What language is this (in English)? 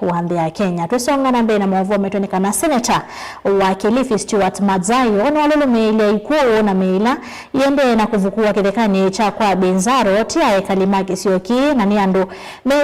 Kamba